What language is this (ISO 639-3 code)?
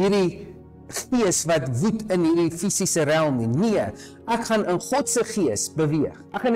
afr